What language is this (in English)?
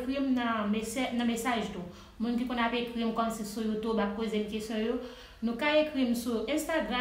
Haitian Creole